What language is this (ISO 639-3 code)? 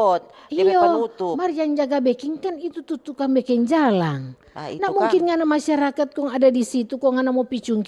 xmm